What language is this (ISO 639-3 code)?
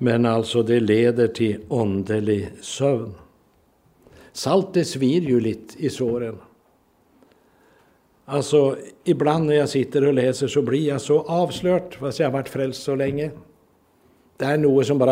nor